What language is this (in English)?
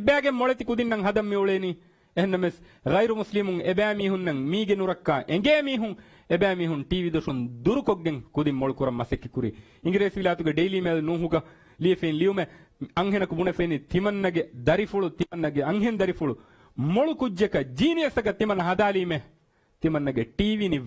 Divehi